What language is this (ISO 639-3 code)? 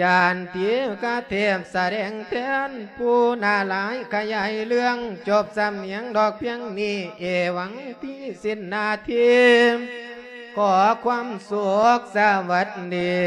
lao